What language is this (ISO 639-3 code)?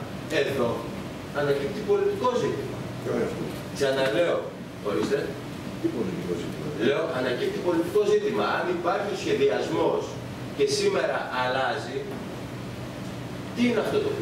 ell